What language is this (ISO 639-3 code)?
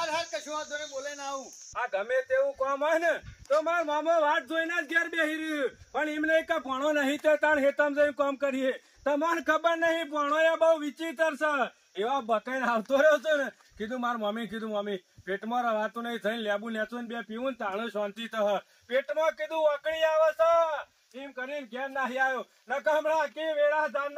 guj